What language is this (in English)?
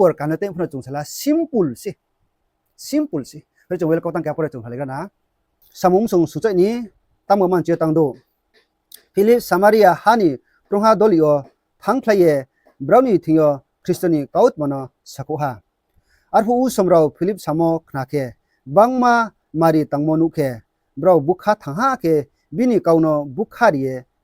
Riang (India)